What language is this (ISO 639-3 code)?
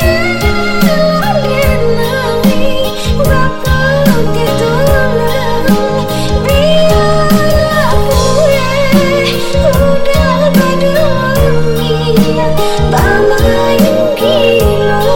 min